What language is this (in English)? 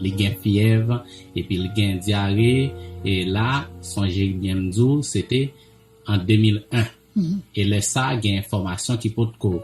Haitian Creole